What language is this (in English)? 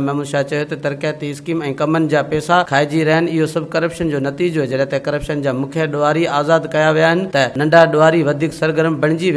Sindhi